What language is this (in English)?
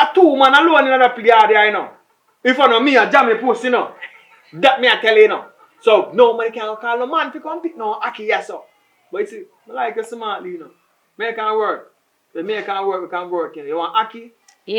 Jamaican Creole English